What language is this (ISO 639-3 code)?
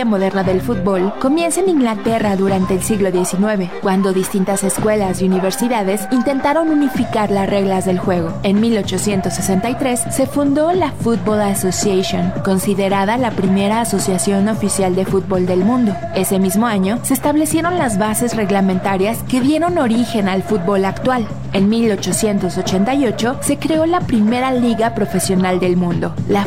spa